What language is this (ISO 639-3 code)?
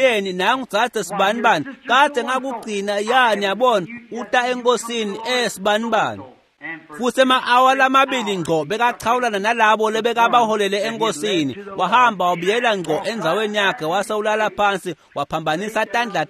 ssw